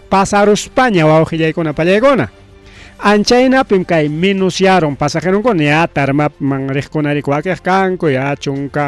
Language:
Ayacucho Quechua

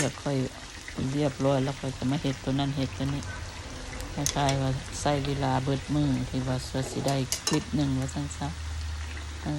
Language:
Lao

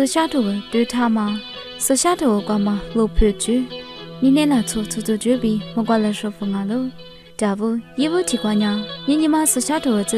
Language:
Lisu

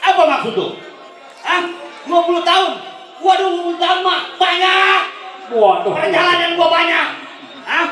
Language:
Betawi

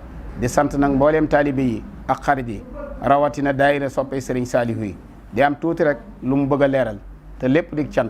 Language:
Wolof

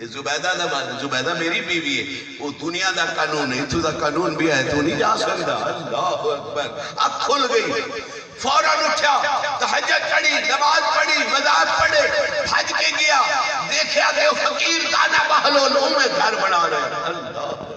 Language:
Saraiki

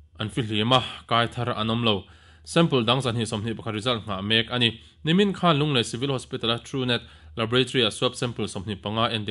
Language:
Mizo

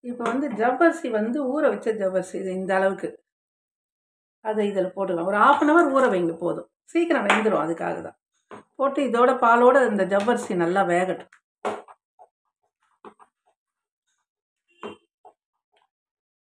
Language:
Tamil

